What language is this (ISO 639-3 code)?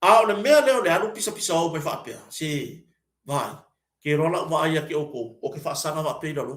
smo